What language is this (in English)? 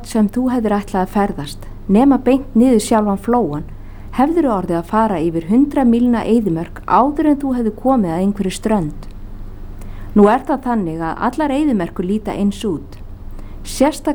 Icelandic